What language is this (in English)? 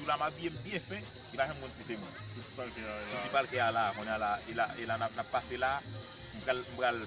Haitian Creole